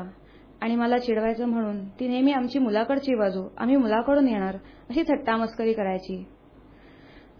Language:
Marathi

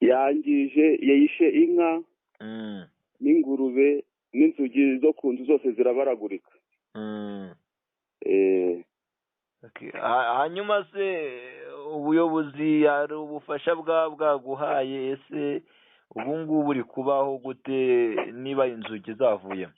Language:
Kinyarwanda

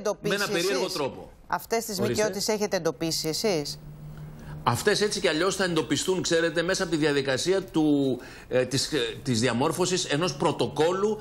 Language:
Greek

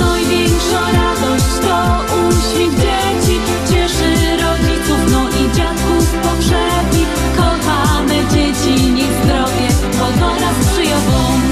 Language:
Silesian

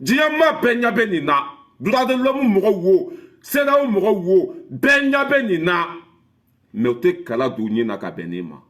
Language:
Bambara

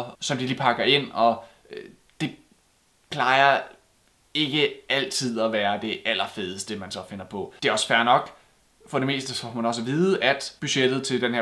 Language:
Danish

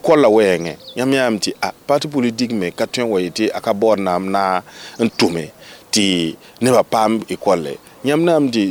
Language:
Mossi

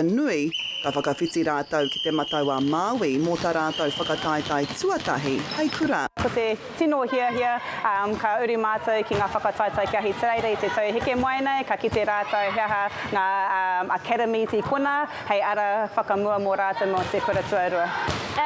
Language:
Māori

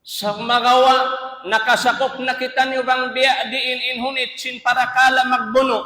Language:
Tausug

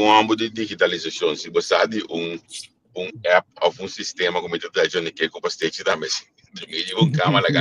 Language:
Papiamento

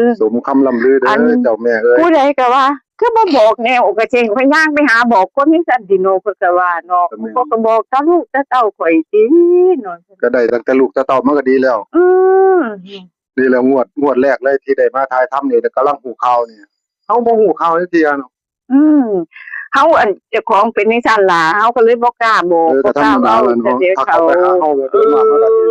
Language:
Northeastern Thai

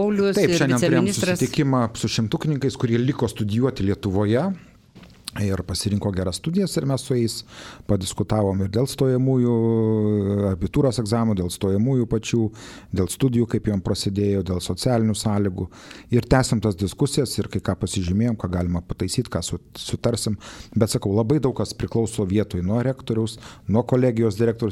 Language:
Lithuanian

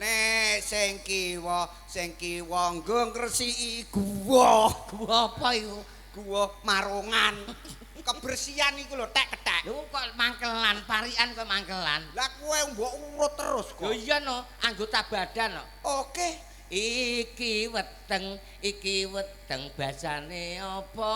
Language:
Javanese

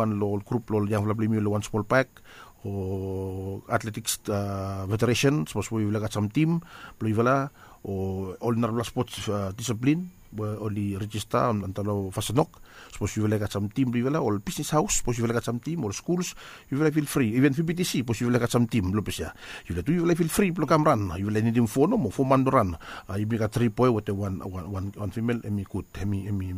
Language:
Bislama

